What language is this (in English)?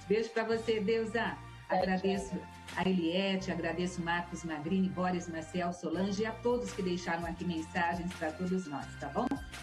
Portuguese